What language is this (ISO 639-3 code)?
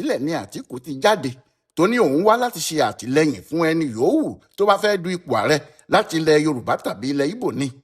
yor